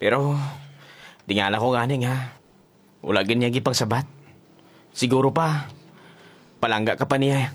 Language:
Hiligaynon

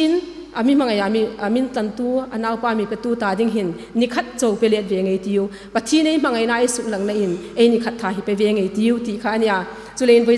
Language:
Hmar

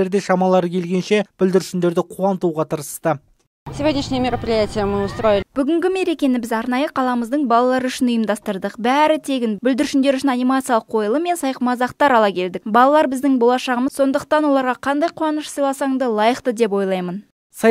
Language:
Kazakh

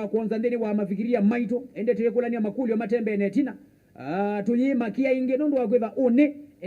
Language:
Kamba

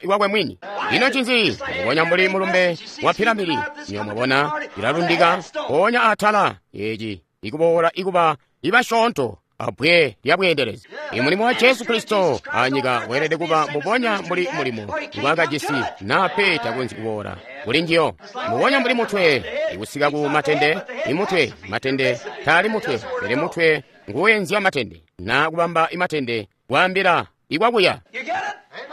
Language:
Tonga (Zambia)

